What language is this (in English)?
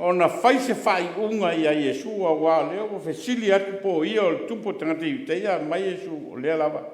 Samoan